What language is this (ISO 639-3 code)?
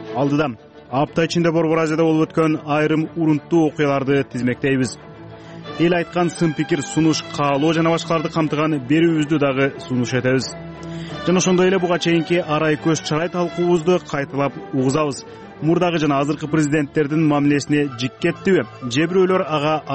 kir